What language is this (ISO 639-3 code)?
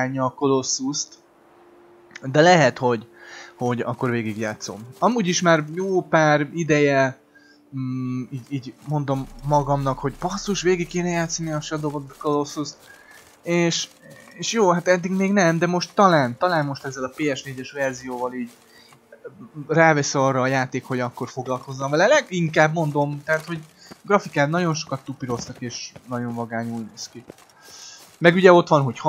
hun